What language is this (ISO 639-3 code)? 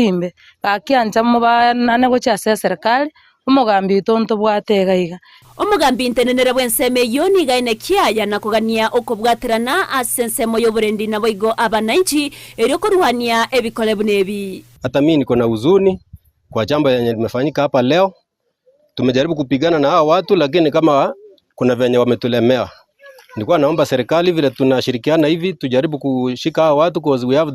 guz